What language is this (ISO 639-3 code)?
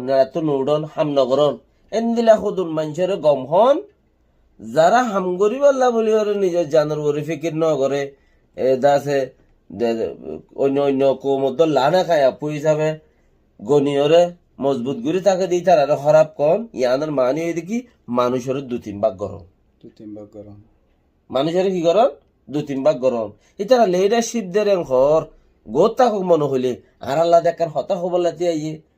rhg